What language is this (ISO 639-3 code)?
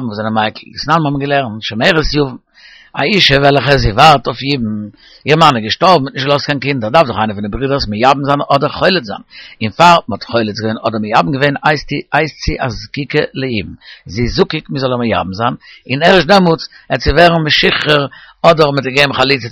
yid